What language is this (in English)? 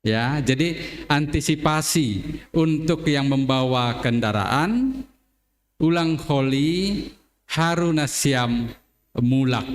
Batak Simalungun